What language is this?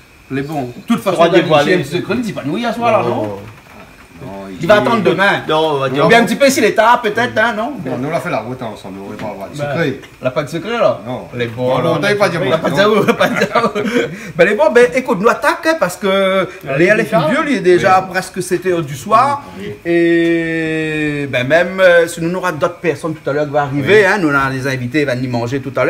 Réunion Creole French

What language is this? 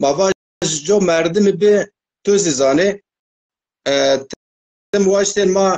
Zaza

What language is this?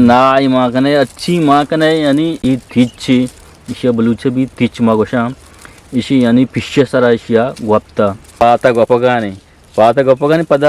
Eastern Balochi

